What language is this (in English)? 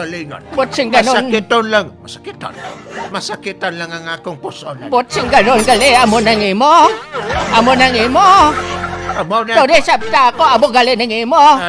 Hiligaynon